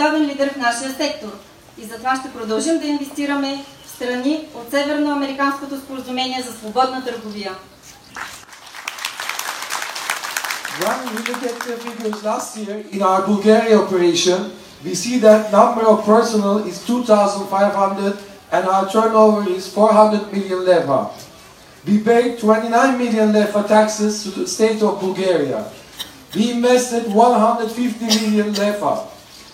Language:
Bulgarian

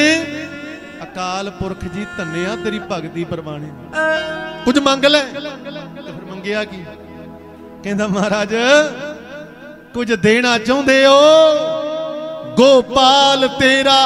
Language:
Punjabi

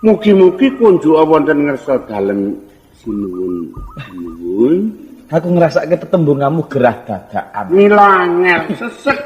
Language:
Javanese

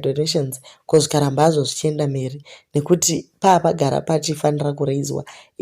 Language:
Shona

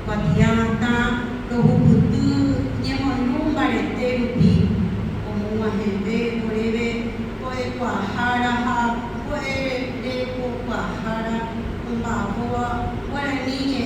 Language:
Guarani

